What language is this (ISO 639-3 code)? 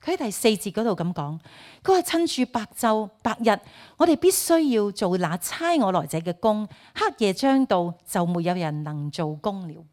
yue